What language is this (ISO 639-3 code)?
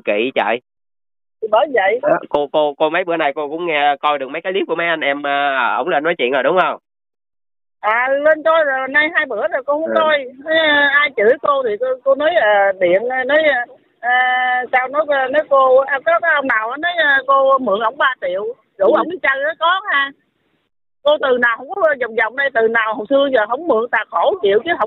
vie